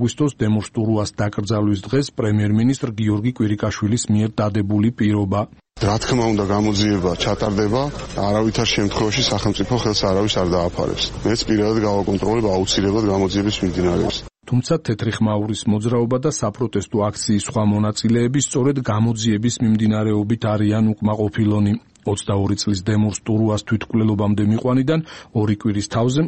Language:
Georgian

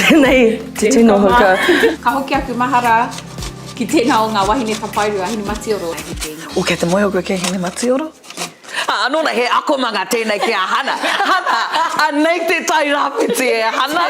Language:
Māori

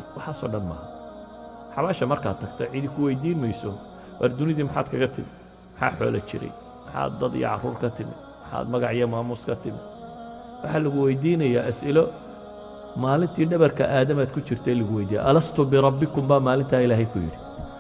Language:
Somali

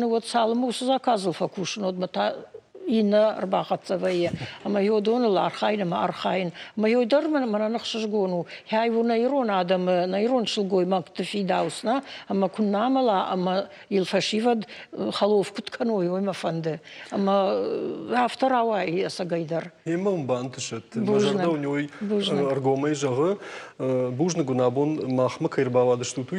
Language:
Ossetic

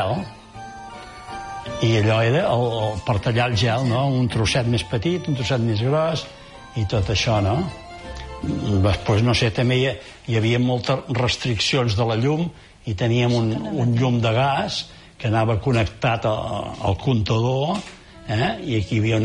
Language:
Catalan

